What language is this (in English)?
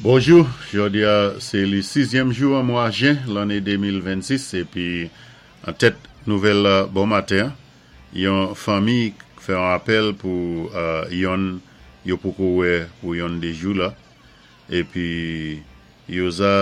Saint Lucian Creole French